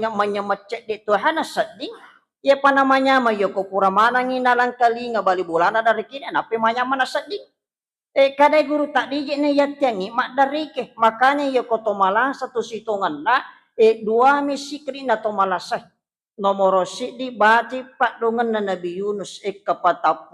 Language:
Buginese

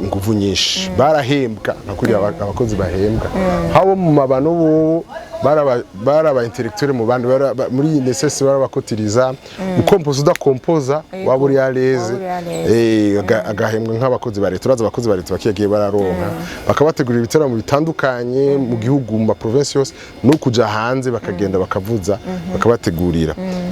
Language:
Rundi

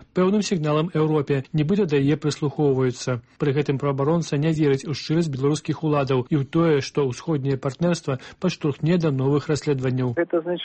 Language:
Belarusian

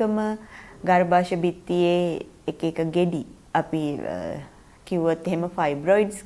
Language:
Sinhala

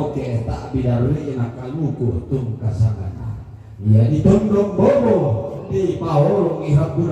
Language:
Toraja-Sa'dan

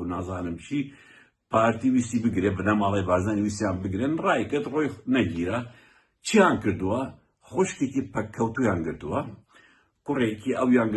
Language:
Central Kurdish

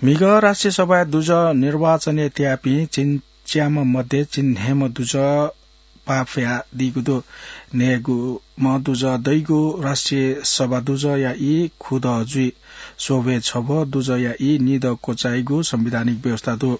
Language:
Newari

